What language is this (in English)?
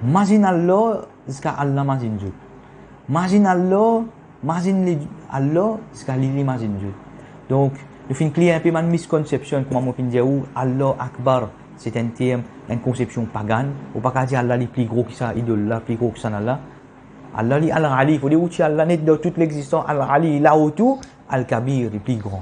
Morisyen